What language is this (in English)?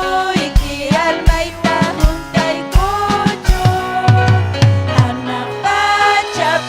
Ayacucho Quechua